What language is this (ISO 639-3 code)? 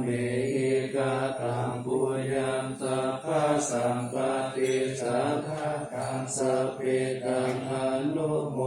pli